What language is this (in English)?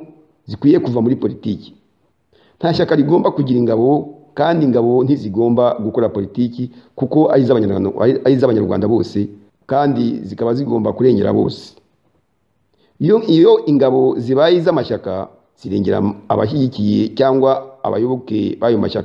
Kinyarwanda